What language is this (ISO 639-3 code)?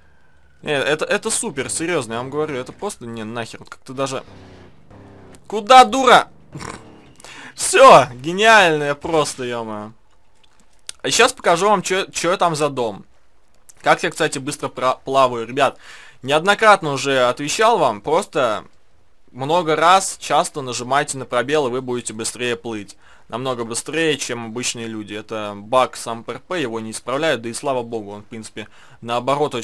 rus